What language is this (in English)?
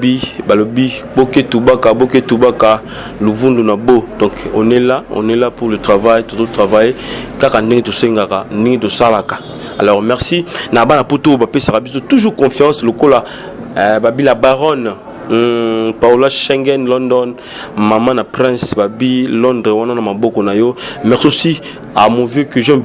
Lingala